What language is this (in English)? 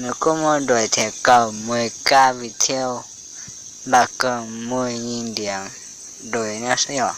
Hmong